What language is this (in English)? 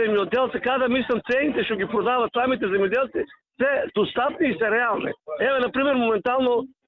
Macedonian